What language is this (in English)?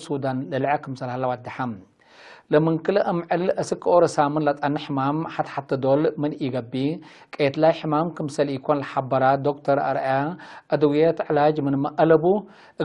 Tigre